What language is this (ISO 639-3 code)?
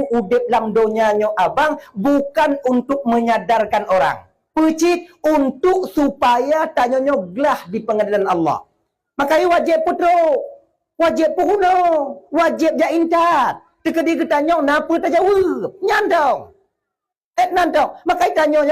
ace